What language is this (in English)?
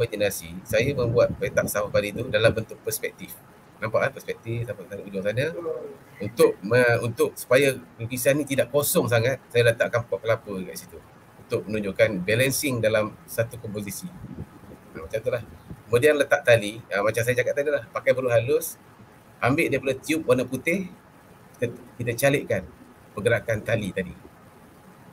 Malay